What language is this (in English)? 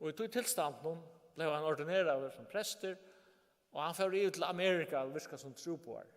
Faroese